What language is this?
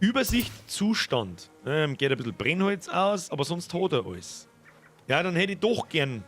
Bavarian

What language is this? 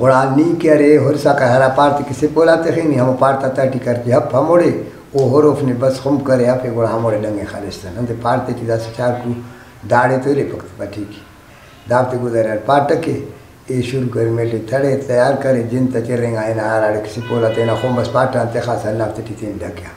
Brahui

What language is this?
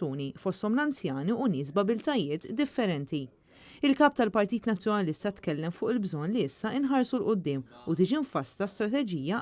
Maltese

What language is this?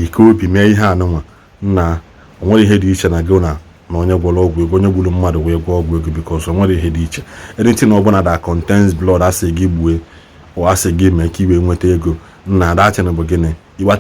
Igbo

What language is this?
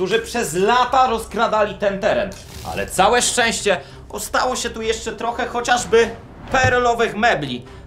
Polish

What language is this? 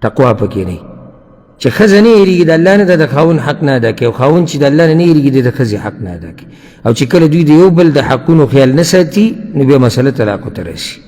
Pashto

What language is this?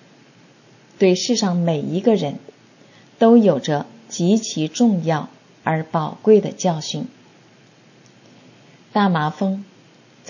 Chinese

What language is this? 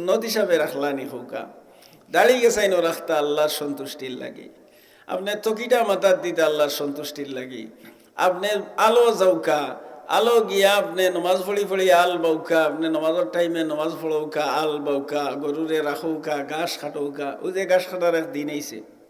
Sylheti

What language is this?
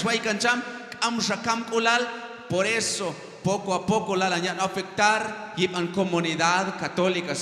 Q'anjob'al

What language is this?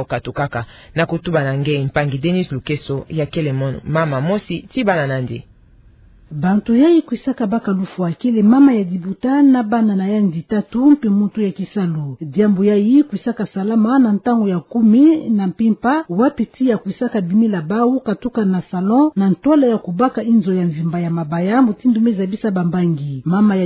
Kituba (Democratic Republic of Congo)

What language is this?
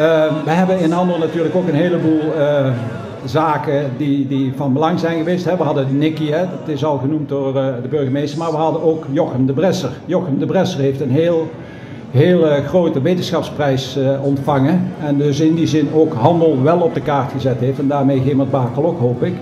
Dutch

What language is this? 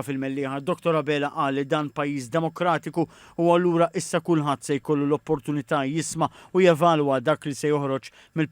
Maltese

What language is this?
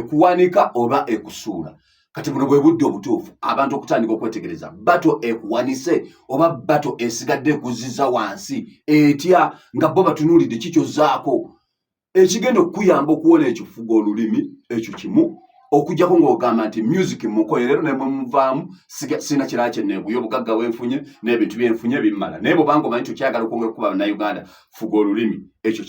Ganda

